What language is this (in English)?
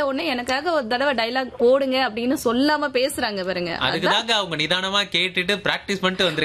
Tamil